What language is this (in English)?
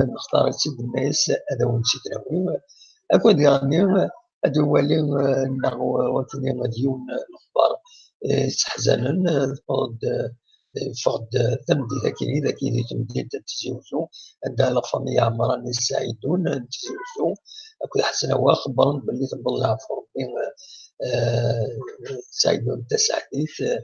Kabyle